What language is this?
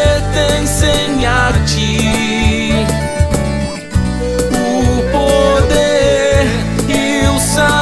Portuguese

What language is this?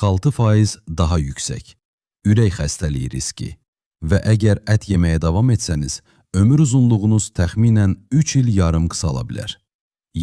Azerbaijani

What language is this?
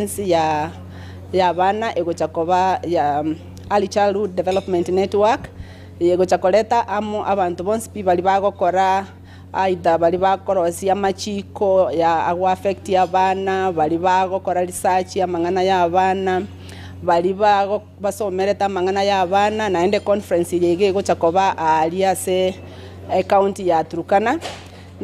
Gusii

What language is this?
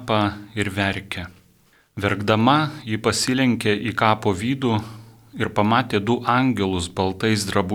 Lithuanian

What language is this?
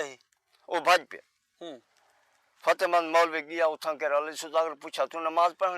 Saraiki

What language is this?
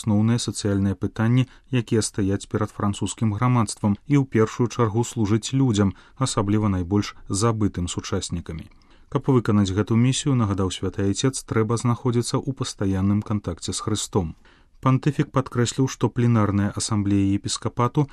Belarusian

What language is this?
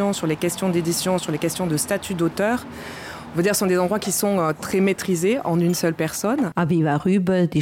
Luxembourgish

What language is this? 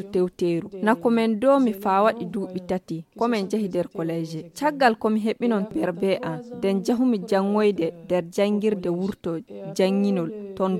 Nigerian Fulfulde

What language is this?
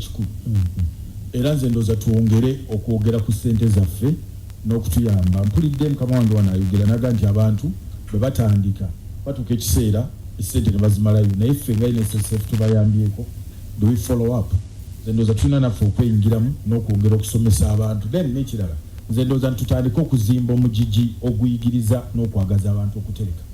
Ganda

